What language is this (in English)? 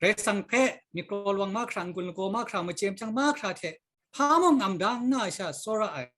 Kachin